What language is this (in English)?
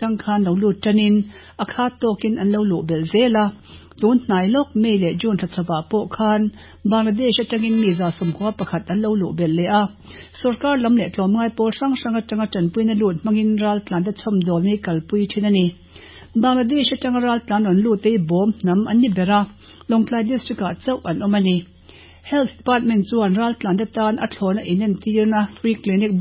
Mizo